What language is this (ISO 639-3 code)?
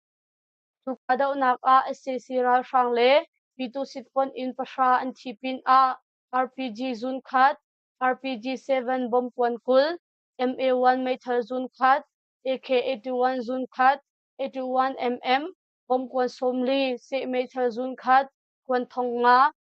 cnh